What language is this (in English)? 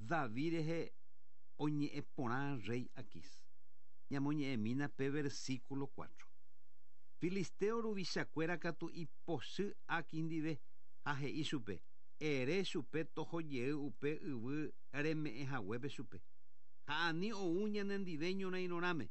Guarani